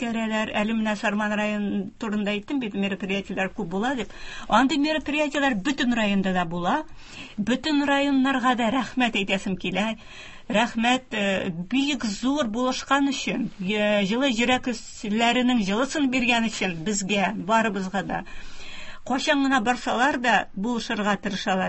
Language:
Tatar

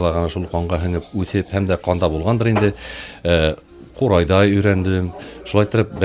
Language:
Bashkir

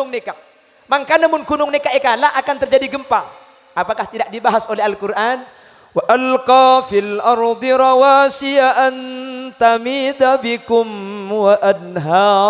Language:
Madurese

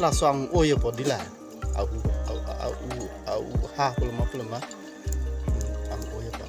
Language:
Karbi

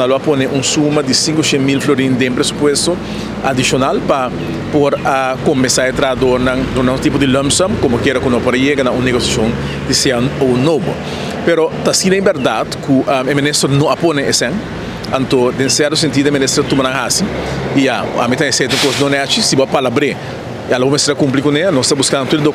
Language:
Papiamento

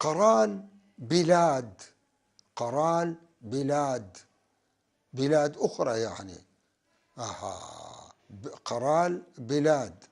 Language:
North Levantine Arabic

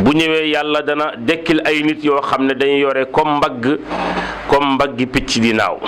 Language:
Wolof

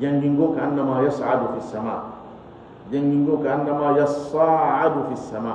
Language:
Fula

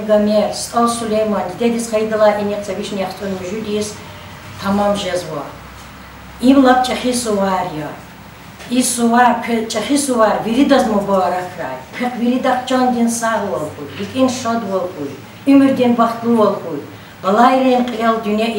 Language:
Lezghian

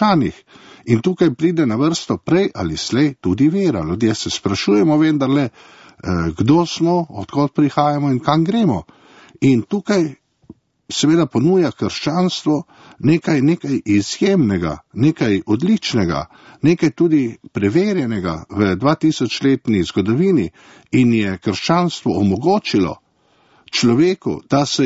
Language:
Slovenian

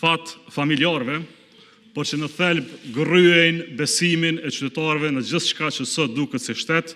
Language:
Albanian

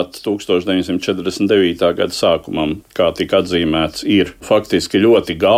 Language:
Latvian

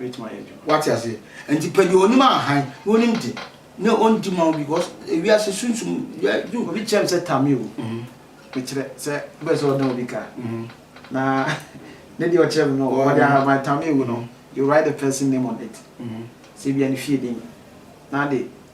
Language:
Akan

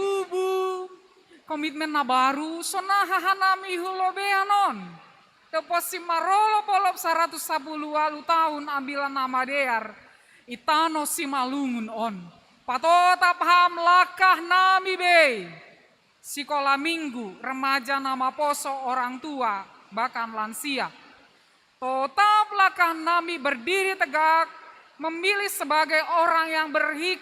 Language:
Batak Simalungun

